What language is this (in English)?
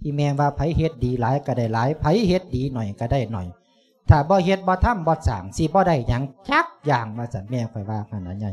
Lao